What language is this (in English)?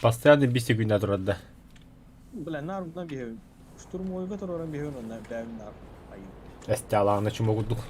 Yakut